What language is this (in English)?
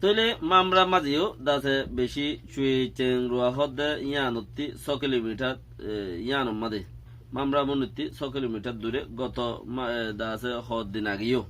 Rohingya